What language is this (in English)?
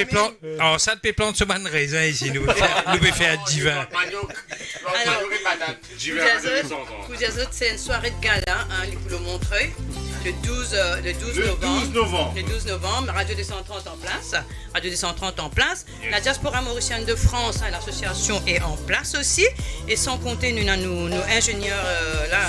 Morisyen